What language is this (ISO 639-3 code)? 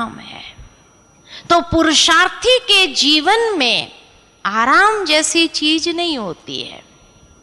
hin